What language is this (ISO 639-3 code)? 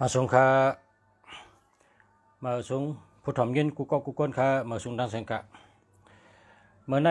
shn